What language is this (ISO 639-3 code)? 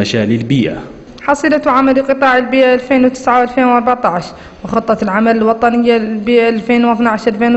ara